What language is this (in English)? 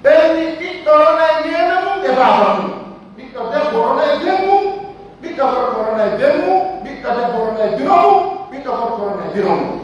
Pular